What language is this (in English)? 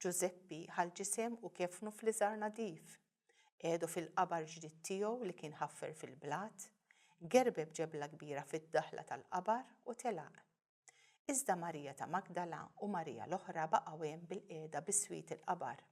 Maltese